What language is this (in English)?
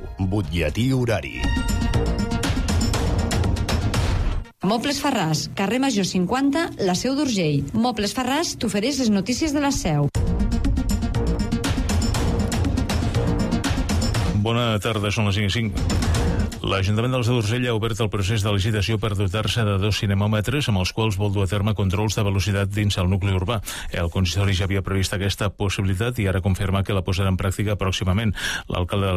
Catalan